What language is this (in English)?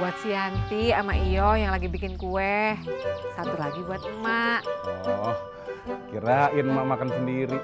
Betawi